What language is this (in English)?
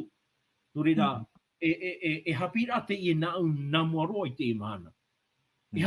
Tahitian